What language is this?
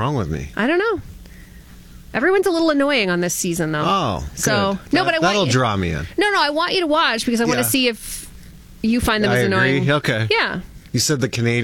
English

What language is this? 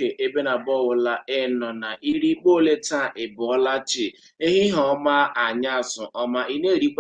Igbo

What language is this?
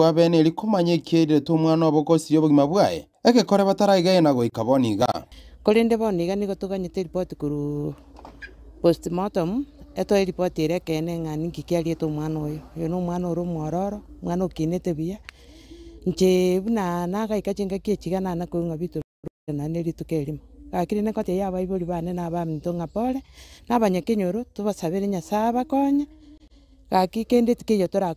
Gusii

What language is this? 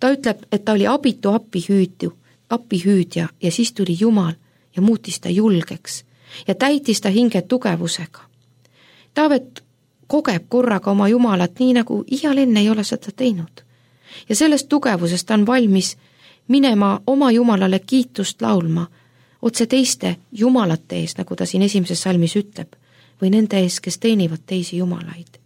Estonian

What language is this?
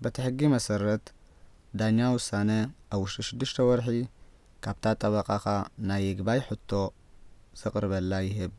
Tigrinya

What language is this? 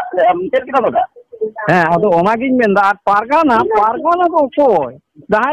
Santali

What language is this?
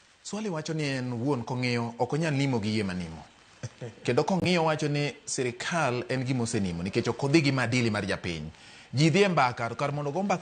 Luo (Kenya and Tanzania)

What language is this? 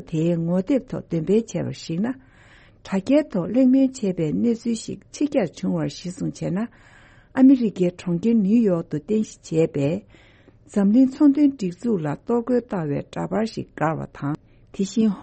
Tibetan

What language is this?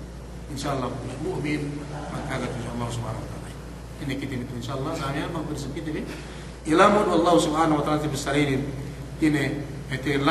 Yakan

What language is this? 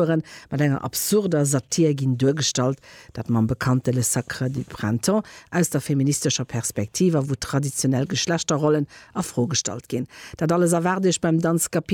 Luxembourgish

